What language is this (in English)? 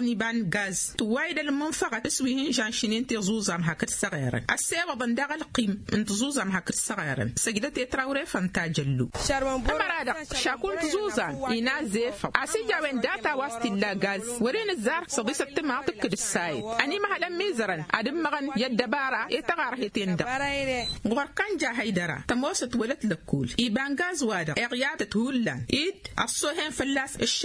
Tamasheq